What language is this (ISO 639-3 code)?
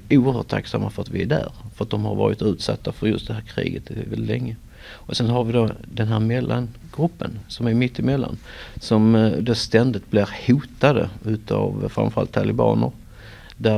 swe